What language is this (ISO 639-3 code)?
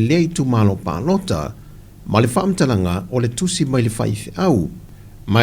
smo